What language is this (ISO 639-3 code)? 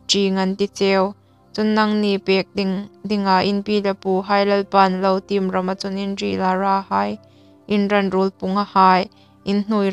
hmr